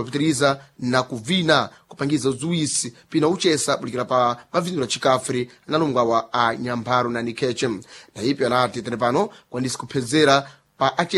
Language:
Sena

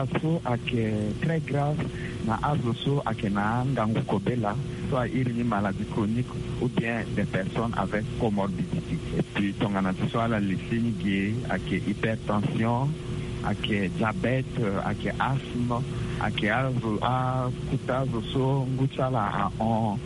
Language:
Sango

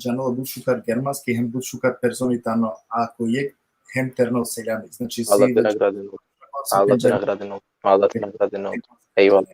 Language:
Balkan Romani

